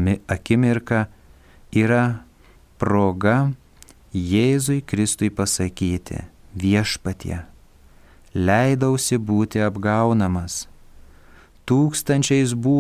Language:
Lithuanian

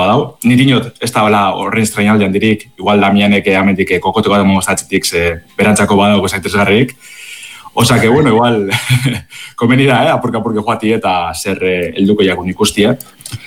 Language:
Basque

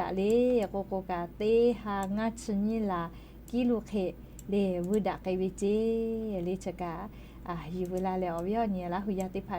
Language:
Lahu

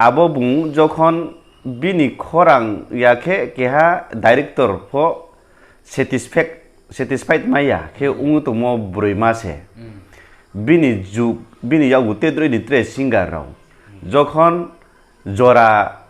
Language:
Riang (India)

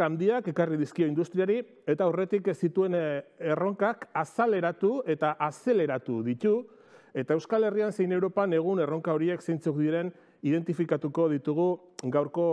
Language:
Basque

